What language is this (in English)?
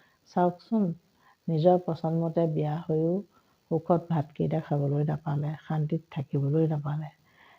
Assamese